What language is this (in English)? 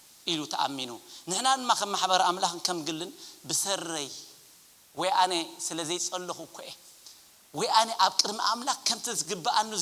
Tigrinya